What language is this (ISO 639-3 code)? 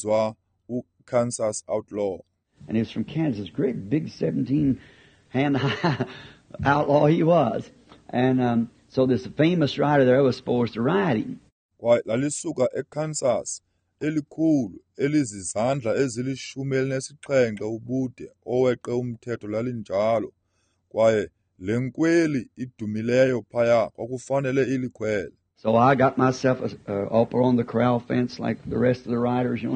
xho